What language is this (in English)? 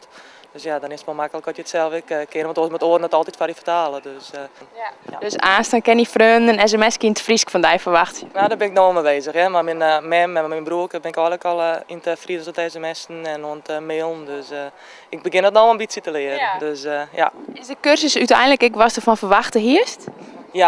Western Frisian